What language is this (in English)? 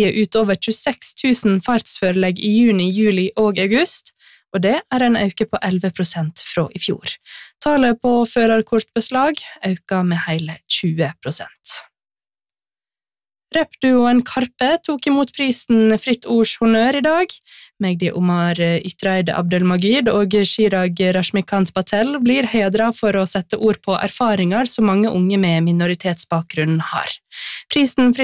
Norwegian